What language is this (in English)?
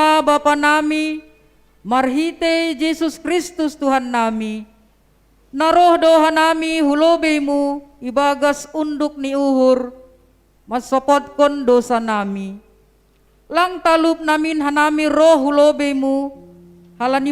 Batak Simalungun